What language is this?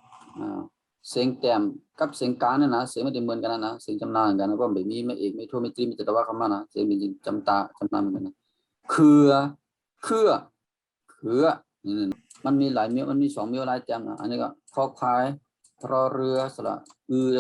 Shan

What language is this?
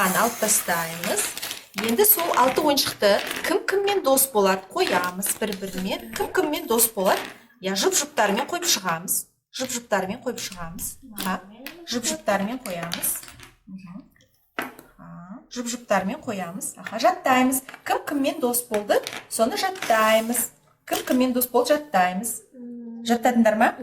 Kazakh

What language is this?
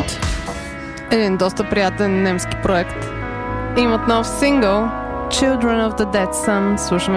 Bulgarian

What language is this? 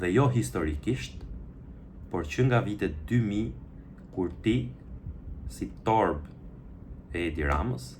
Albanian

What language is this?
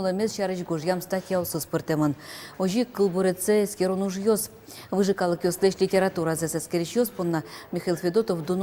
Udmurt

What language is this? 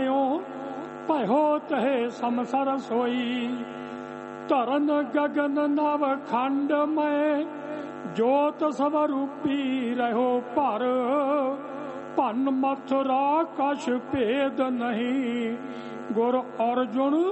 Punjabi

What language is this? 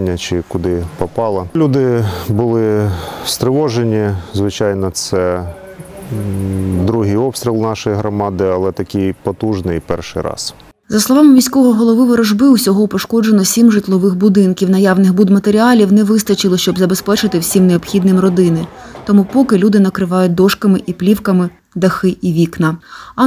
Ukrainian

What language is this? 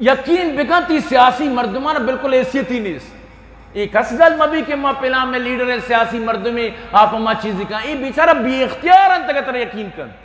Eastern Balochi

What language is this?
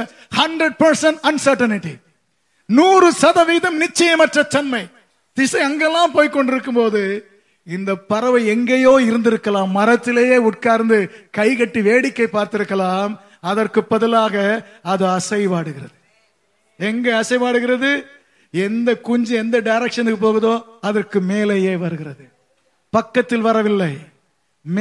Tamil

